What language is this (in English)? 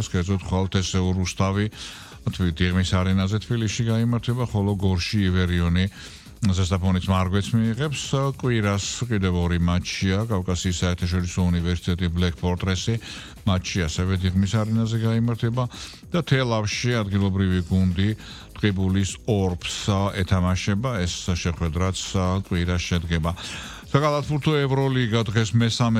Georgian